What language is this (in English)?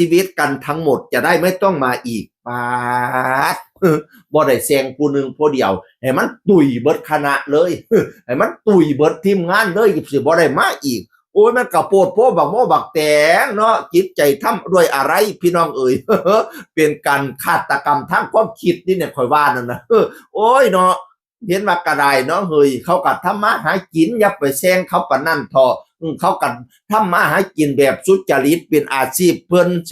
Northeastern Thai